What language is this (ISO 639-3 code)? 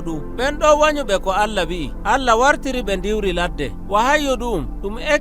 fuv